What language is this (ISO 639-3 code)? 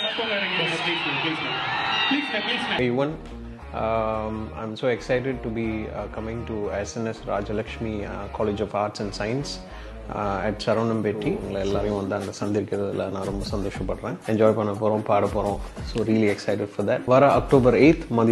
tam